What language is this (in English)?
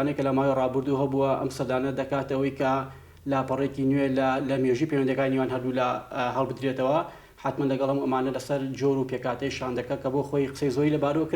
Central Kurdish